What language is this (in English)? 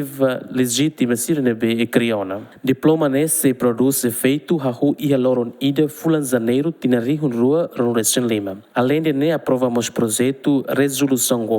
Tetum